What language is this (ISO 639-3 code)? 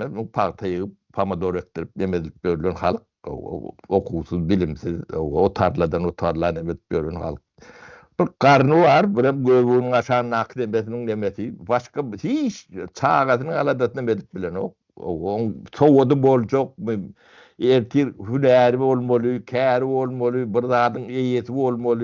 tuk